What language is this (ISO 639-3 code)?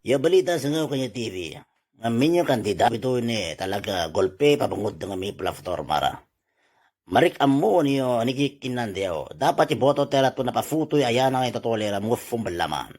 itv